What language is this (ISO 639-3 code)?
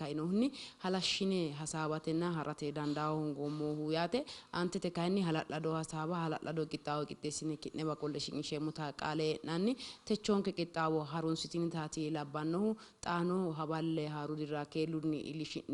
sid